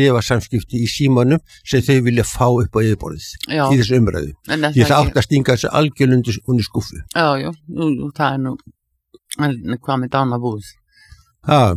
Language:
Icelandic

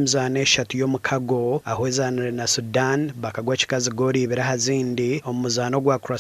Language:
Nyankole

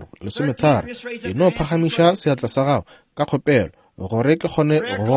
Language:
Northern Sotho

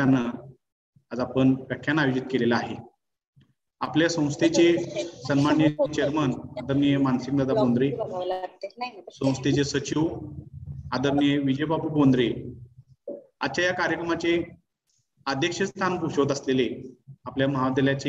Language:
Marathi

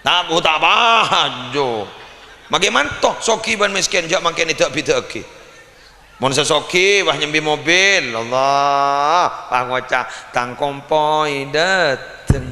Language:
Madurese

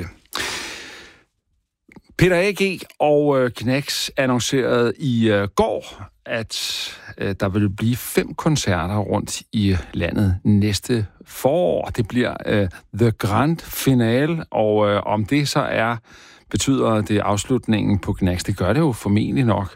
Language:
Danish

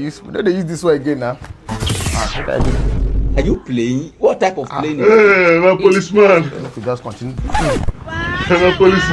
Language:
Nigerian Pidgin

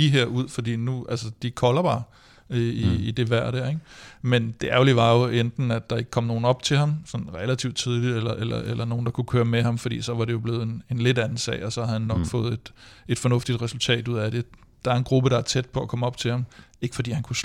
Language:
Danish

